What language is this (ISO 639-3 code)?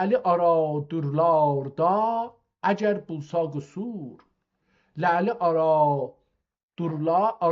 azb